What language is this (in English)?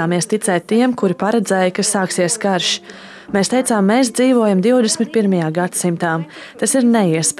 Latvian